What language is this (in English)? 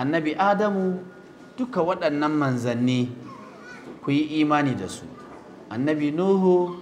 Hausa